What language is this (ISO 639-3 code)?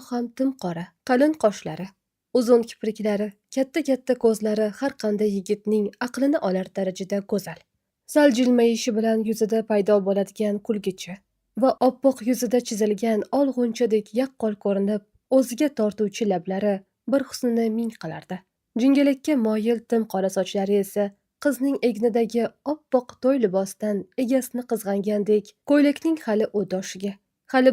uzb